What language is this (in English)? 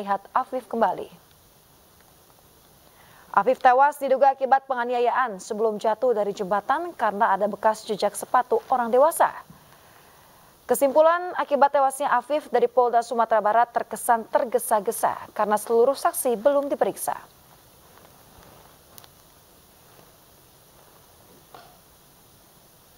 Indonesian